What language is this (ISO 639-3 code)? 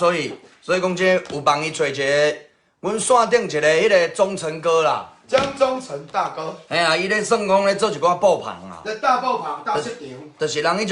nan